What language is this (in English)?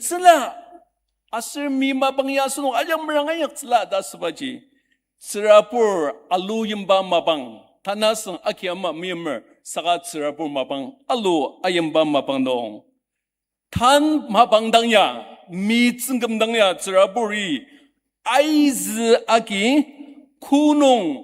Ao Naga